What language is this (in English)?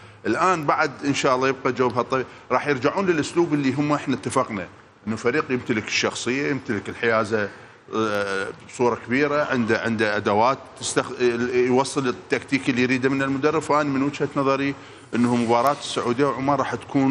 Mesopotamian Arabic